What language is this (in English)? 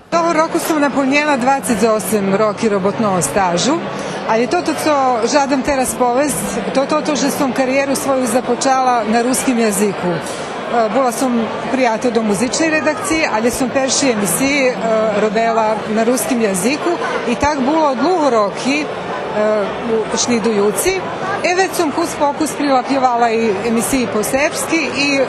Rusyn